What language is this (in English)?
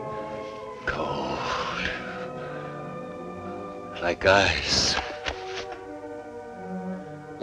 English